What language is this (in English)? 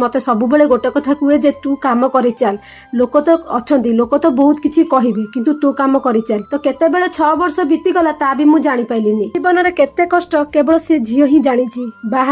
Odia